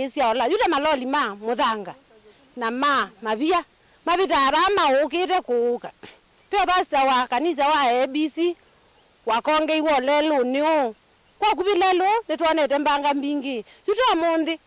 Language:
Kamba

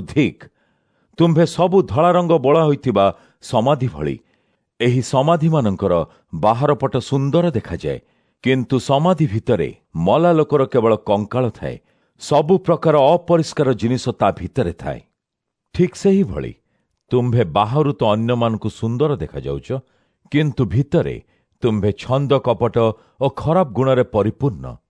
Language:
Odia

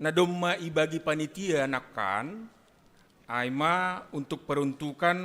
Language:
Batak Simalungun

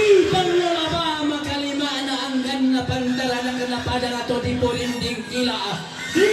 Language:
Toraja-Sa'dan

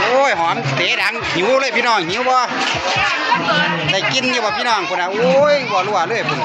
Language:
Lao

